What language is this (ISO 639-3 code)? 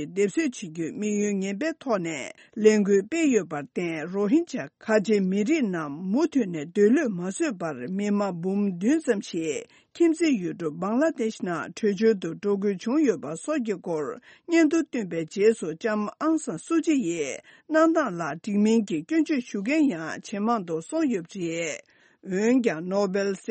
bod